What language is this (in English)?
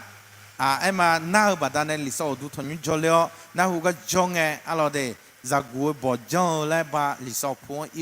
Akha